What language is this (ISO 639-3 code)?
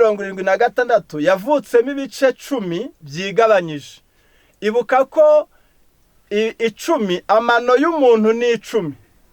kin